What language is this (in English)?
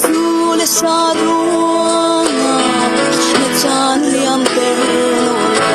Falam Chin